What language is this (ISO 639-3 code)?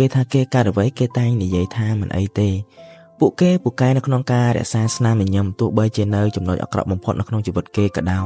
khm